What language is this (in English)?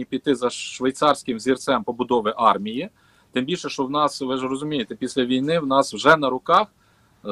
Ukrainian